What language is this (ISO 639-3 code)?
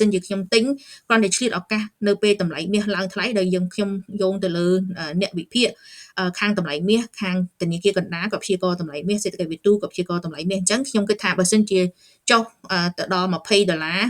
khm